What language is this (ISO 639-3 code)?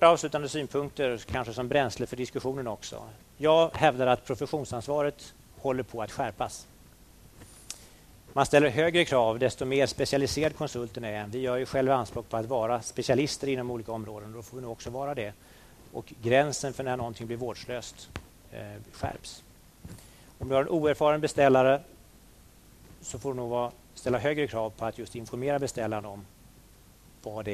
swe